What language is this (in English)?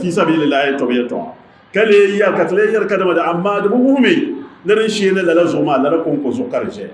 Dagbani